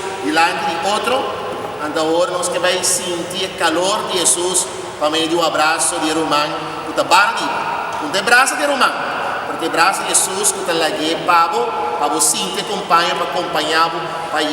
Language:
Papiamento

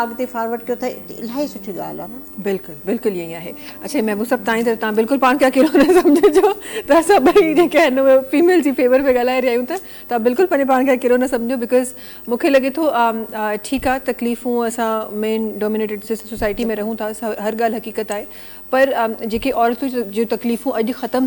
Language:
Sindhi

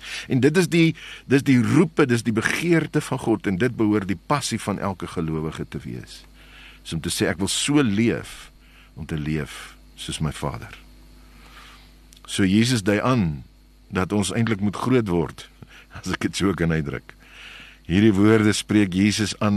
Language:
Afrikaans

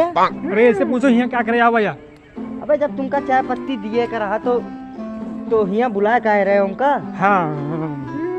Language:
Awadhi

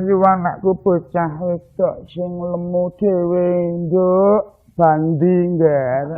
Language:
Javanese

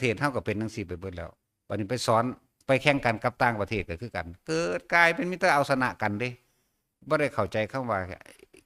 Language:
Northeastern Thai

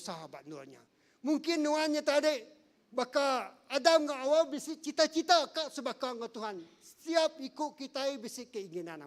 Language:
Iban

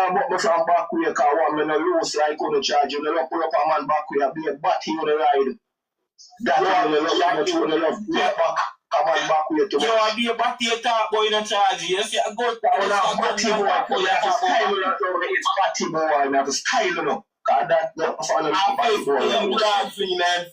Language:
Jamaican Creole English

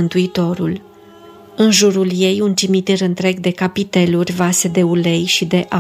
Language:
Romanian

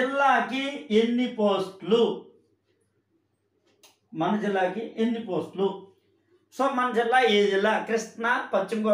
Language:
Telugu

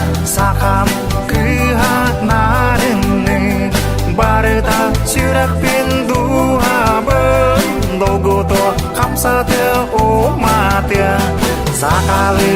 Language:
Yakut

